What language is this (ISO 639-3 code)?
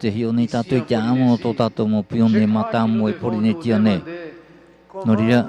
tah